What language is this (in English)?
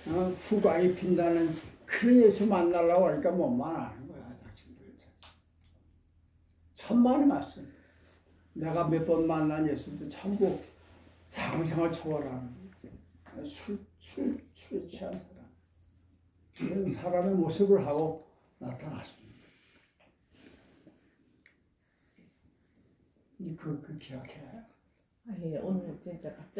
Korean